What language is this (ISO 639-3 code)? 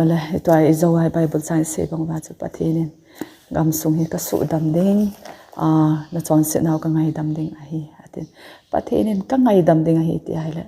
tcz